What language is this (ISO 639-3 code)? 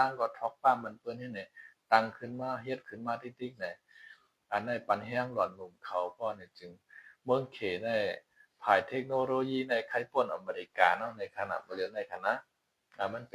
shn